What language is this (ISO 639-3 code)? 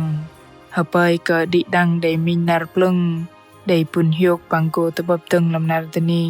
bdq